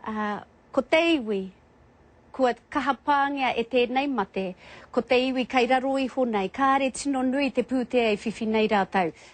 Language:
Māori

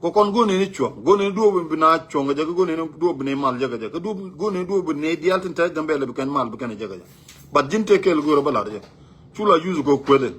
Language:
Nuer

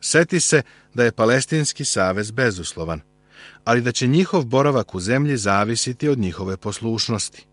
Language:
Serbian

